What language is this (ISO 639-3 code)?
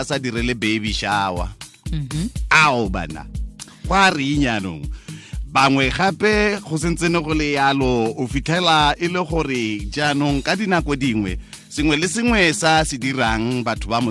tsn